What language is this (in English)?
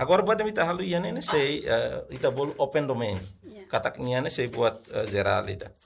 Tetum